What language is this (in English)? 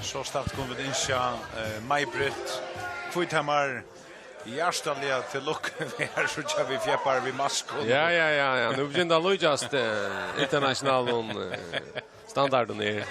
Faroese